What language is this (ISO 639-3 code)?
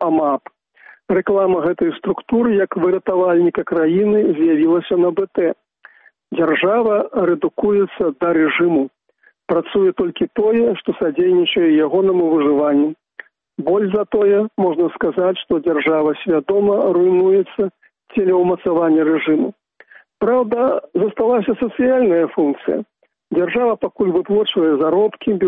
bel